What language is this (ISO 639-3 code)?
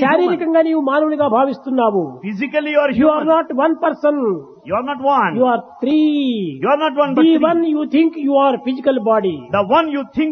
tel